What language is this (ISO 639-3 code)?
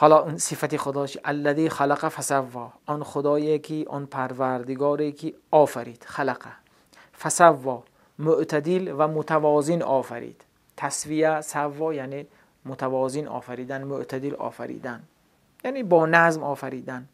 tgk